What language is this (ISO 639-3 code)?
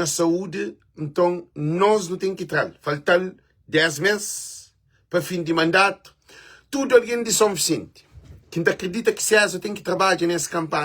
kea